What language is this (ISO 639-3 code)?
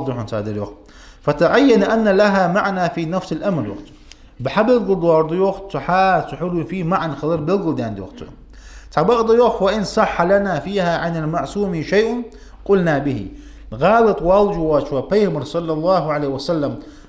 inh